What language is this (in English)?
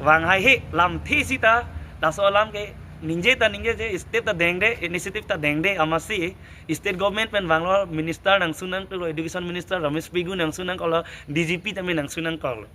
Karbi